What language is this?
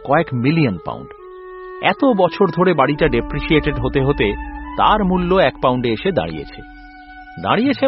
Bangla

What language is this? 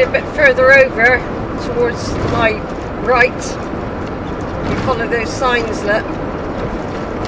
English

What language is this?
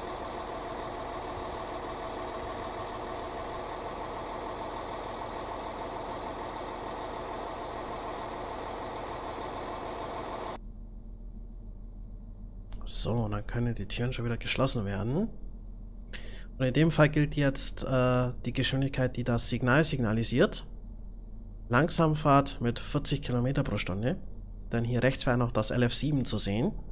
German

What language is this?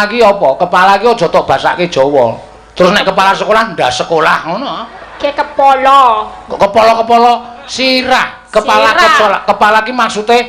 Javanese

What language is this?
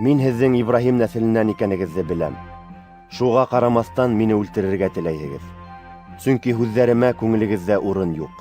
Bashkir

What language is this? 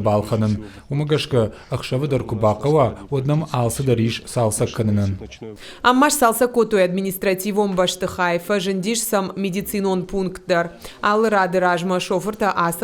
Ossetic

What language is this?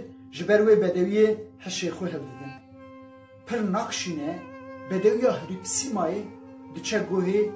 Kurdish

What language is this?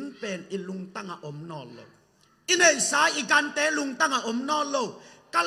Tedim Chin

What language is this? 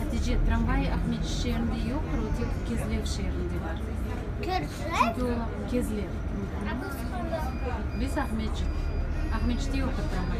Crimean Tatar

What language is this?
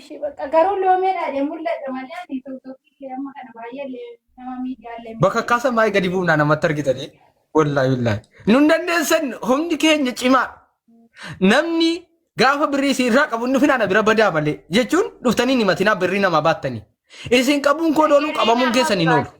Oromo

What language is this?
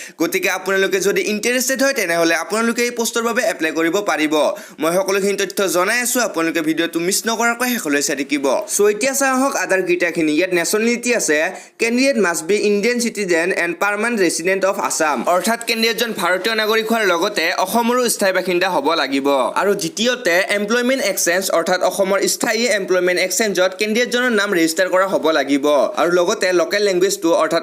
Assamese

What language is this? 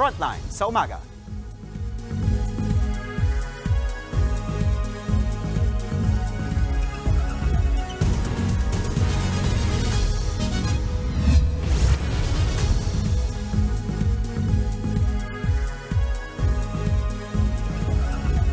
Filipino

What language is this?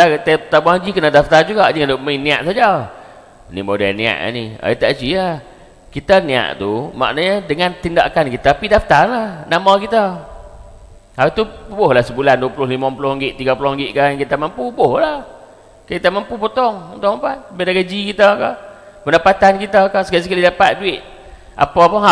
Malay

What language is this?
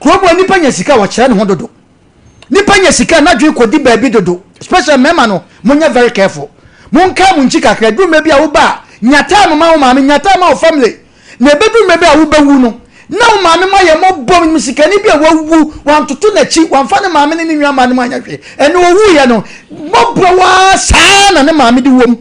Akan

